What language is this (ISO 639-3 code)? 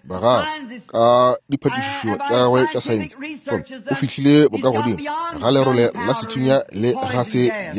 nso